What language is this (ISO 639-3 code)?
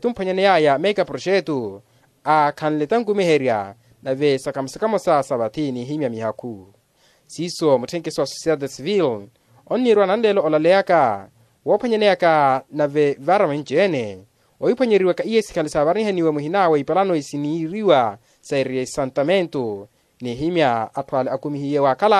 vmw